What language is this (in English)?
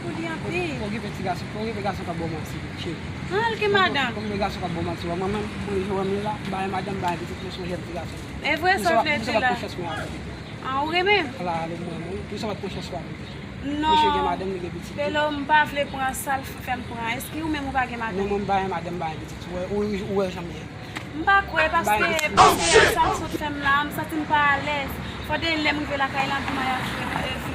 Haitian Creole